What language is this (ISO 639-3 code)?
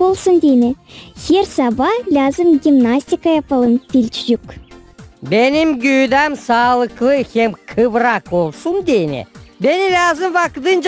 gag